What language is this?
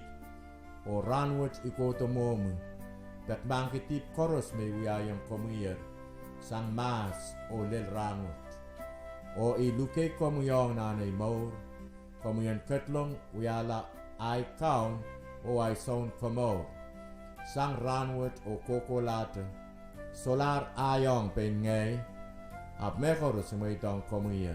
Pohnpeian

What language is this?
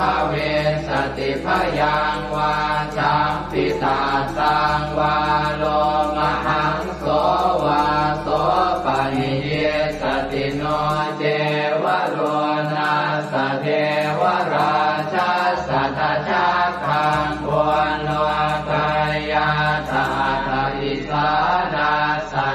Pali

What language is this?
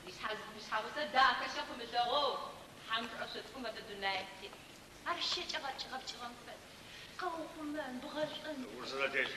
Adyghe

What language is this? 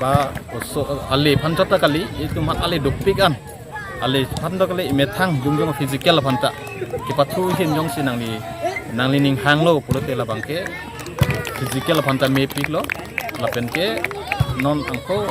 Karbi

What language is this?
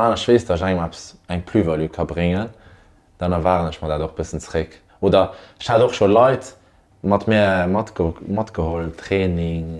Luxembourgish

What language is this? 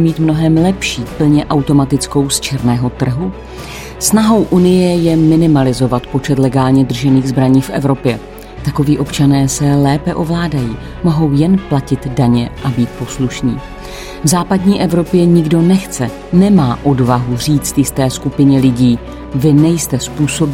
Czech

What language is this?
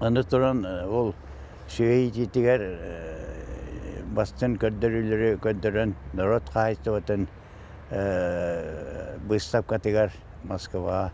Yakut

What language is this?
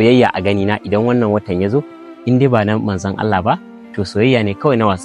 Hausa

